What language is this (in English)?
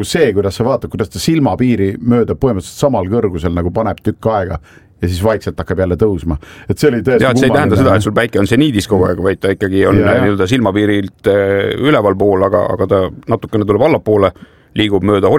Estonian